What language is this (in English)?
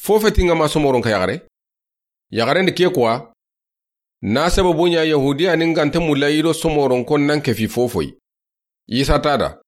Soninke